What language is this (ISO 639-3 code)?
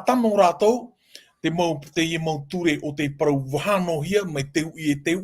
tah